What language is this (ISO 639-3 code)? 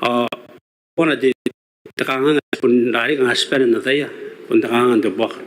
gil